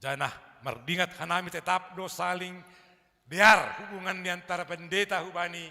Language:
Batak Simalungun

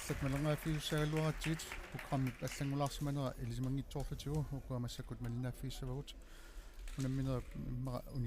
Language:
Kalaallisut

